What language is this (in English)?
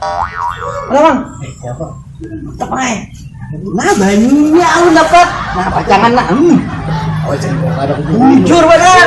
Banjar